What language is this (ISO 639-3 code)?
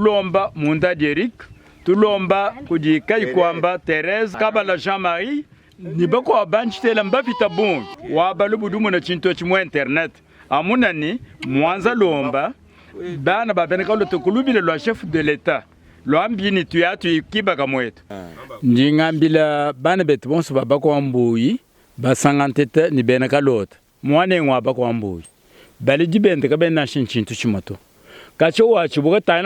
lua